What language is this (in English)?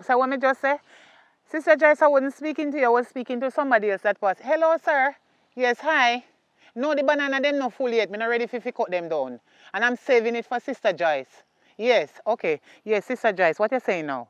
Jamaican Creole English